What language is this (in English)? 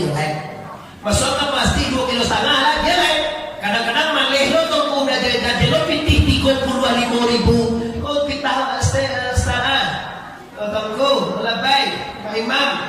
Minangkabau